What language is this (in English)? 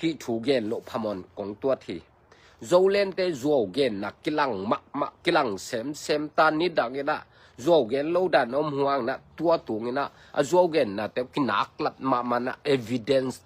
Tedim Chin